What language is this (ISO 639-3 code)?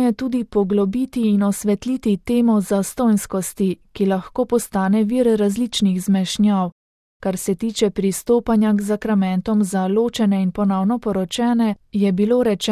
slv